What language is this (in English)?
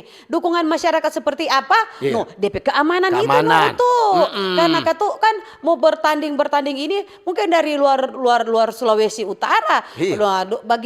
Manado Malay